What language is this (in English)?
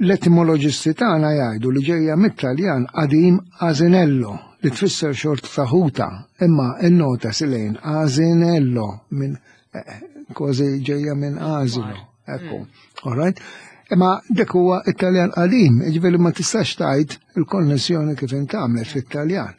Maltese